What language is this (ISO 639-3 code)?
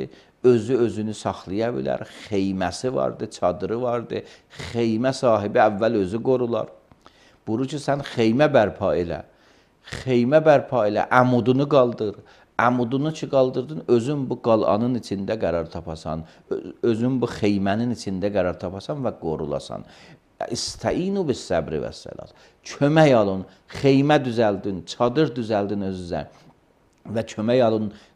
aze